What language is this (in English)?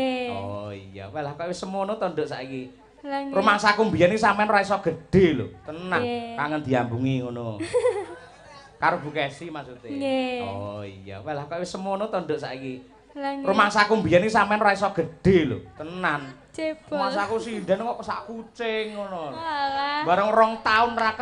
Javanese